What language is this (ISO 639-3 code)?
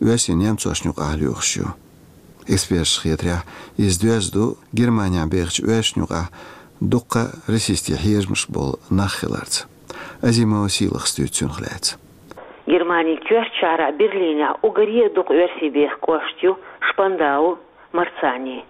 che